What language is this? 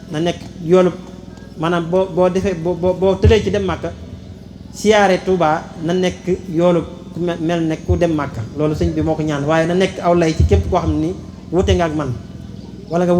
Wolof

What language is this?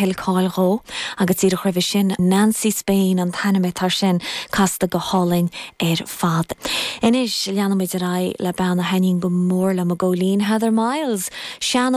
Irish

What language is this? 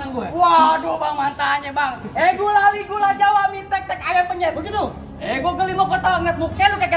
Betawi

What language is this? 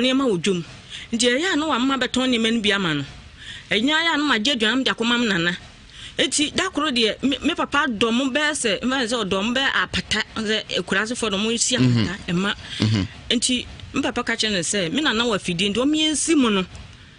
Akan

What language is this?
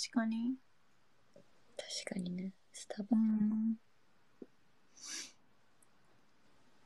Japanese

